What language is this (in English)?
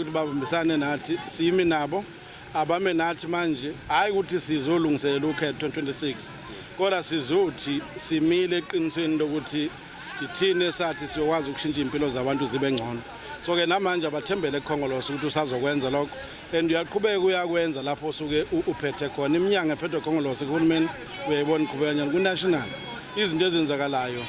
Zulu